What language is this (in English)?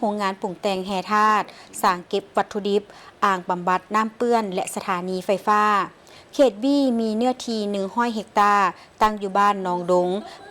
Lao